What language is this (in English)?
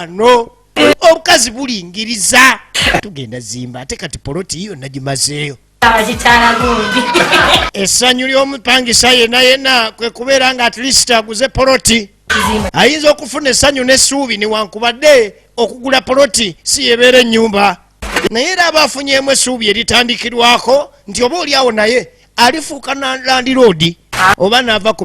Ganda